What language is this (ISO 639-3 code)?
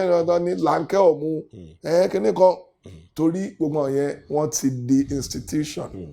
yor